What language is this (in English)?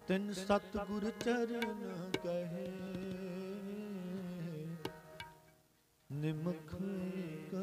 Punjabi